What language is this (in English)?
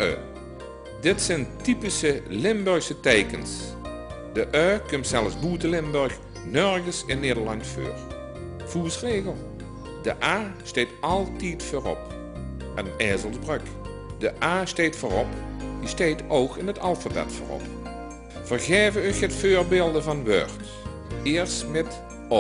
Limburgish